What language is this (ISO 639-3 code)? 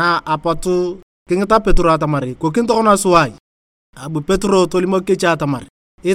tuv